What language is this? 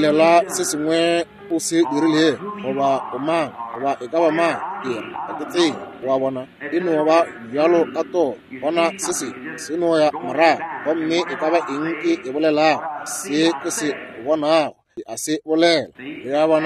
Northern Sotho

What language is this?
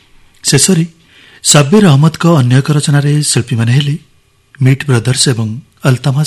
Odia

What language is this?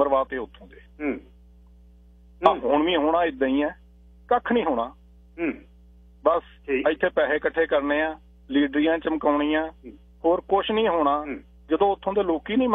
Punjabi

